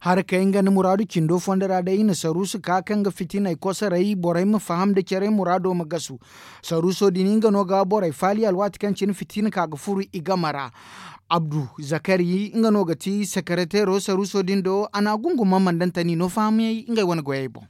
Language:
Zarma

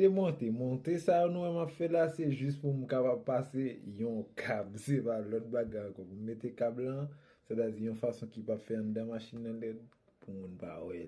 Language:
Haitian Creole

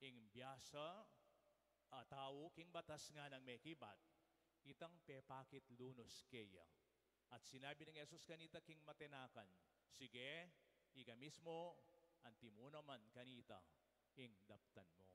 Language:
Pampanga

